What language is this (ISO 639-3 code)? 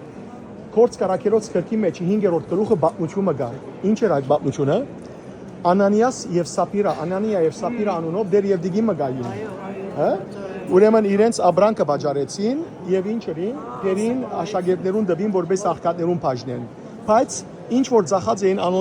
hyw